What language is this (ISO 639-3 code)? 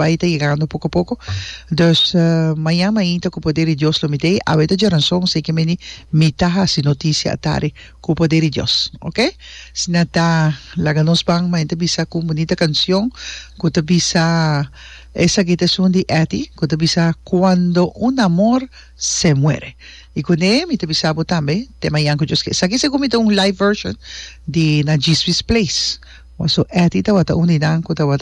pap